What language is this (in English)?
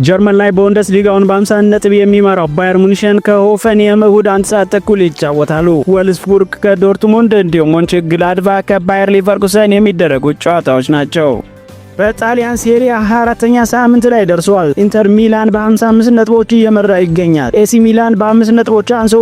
Amharic